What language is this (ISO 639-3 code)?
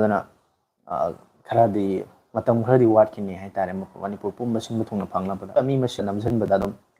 mni